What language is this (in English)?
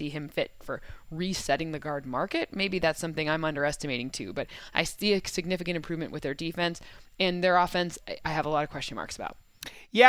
English